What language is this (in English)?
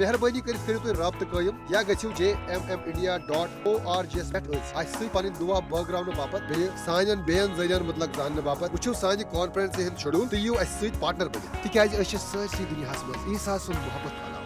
Kashmiri